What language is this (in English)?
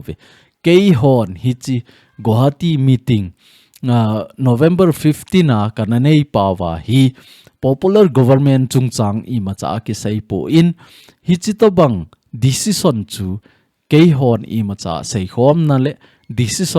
Thado Chin